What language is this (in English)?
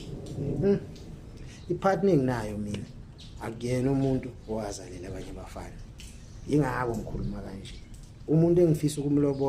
Zulu